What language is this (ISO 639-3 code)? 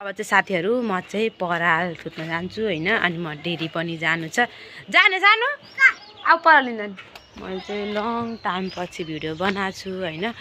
nep